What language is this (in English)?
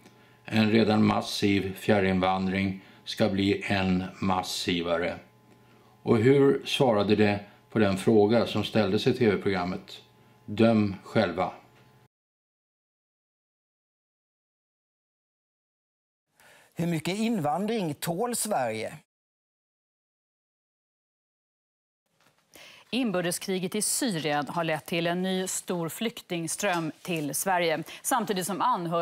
Swedish